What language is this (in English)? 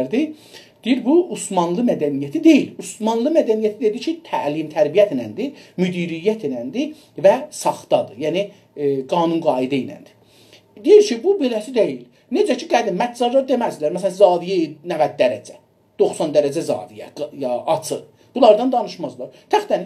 South Azerbaijani